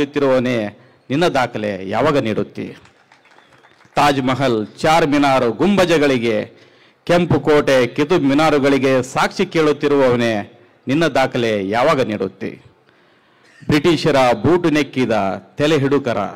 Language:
Kannada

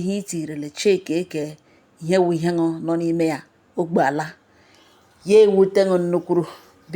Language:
Igbo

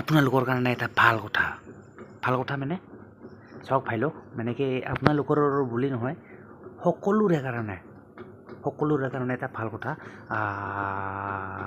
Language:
Assamese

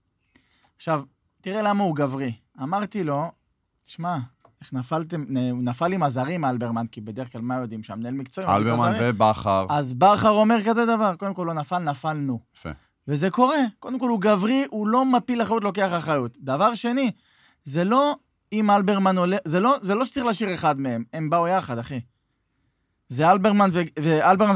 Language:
Hebrew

